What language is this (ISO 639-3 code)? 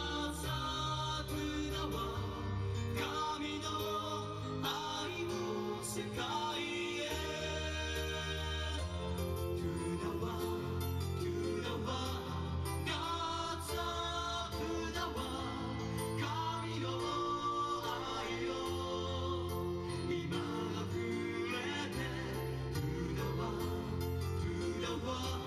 jpn